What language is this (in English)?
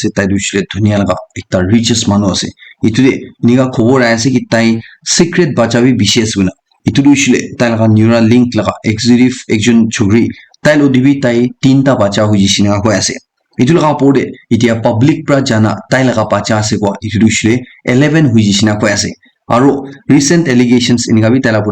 Naga Pidgin